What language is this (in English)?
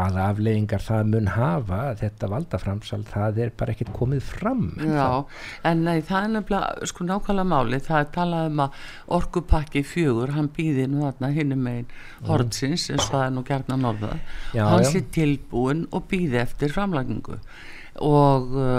Icelandic